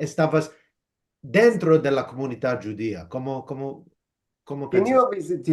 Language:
Ladino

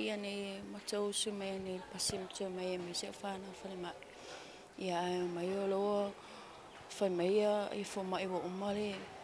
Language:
Samoan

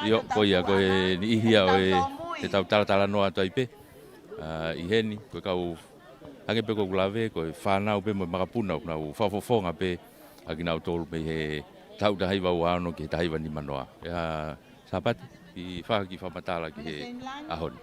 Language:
Tongan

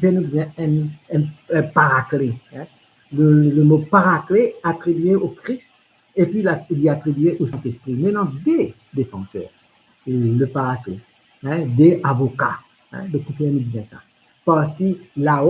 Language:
Morisyen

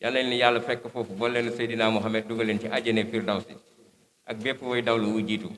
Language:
Wolof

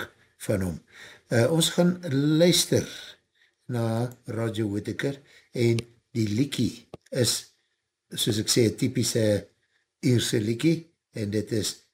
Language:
Afrikaans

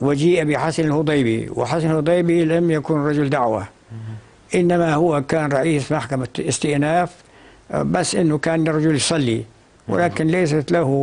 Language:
North Levantine Arabic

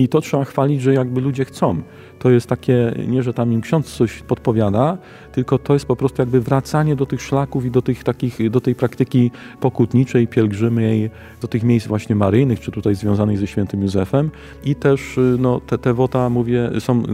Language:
Polish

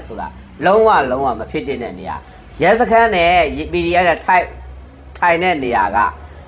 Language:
Burmese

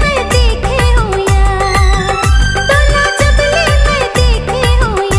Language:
Chhattisgarhi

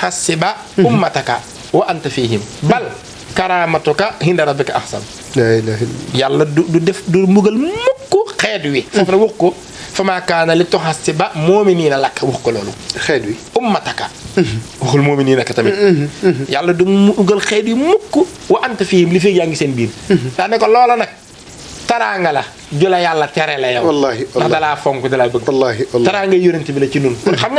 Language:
Wolof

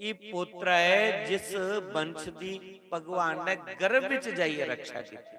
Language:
Dogri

